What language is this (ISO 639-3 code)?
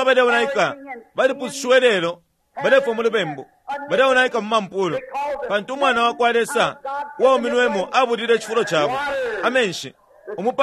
bem